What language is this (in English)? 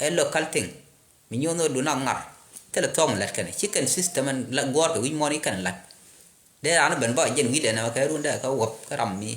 Nuer